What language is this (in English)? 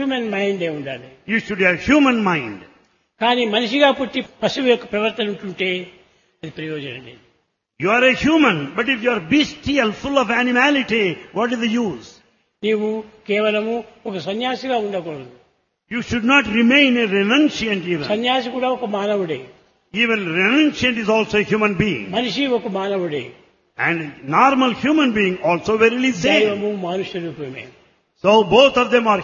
Telugu